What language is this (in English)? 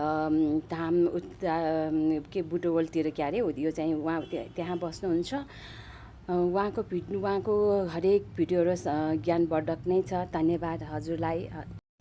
Nepali